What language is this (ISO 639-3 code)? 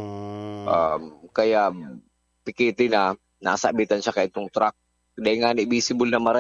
bik